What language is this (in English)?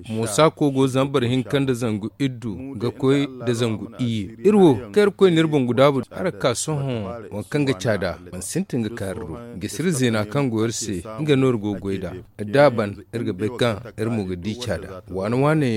Zarma